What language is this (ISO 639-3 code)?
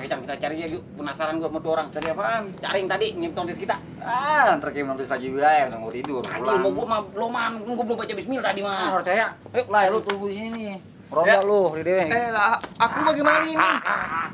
bew